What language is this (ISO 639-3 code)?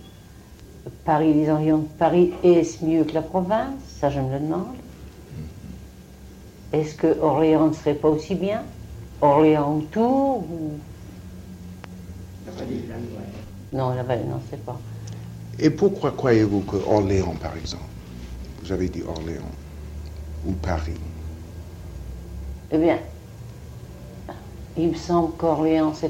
fra